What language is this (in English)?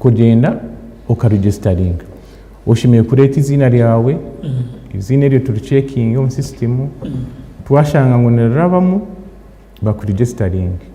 Nyankole